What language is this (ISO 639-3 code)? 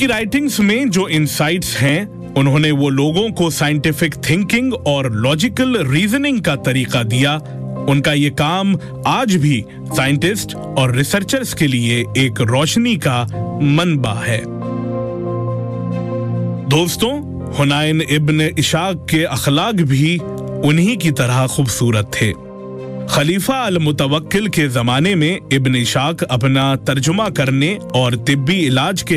urd